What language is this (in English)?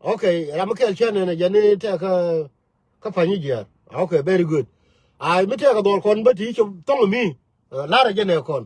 Nuer